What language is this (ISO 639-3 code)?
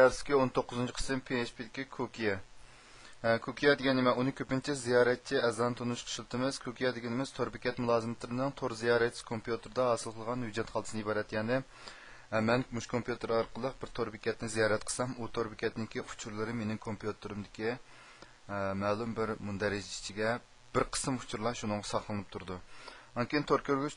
uig